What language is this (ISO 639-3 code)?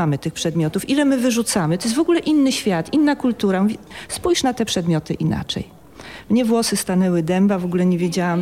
pol